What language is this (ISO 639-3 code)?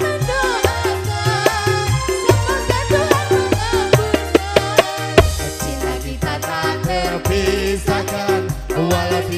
ind